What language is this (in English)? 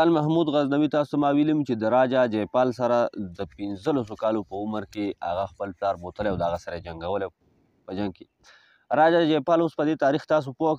Pashto